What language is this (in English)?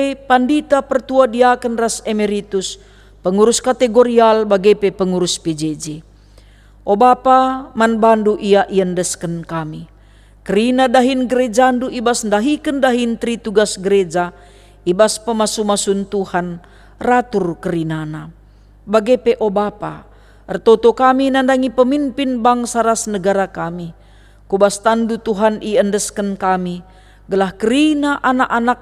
Batak Karo